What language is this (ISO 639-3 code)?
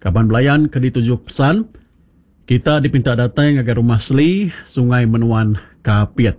iba